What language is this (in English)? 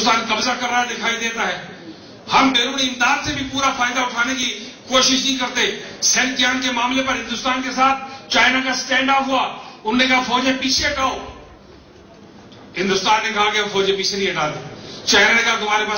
Urdu